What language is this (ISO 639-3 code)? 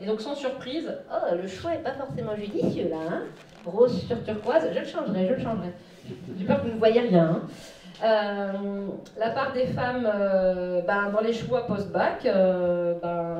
fra